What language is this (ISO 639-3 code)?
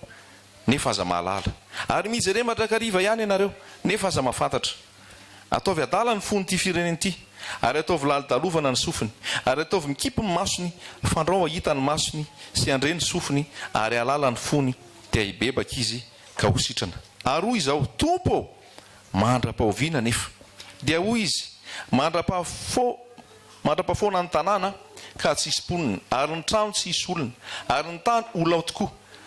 mlg